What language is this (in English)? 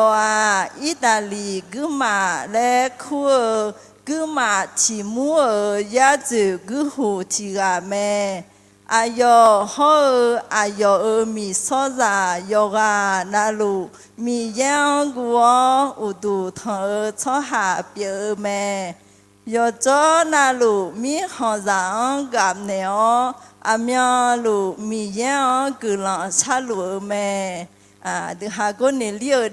Akha